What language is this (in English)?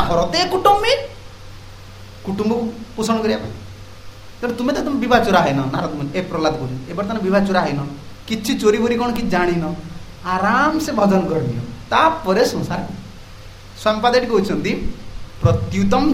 Odia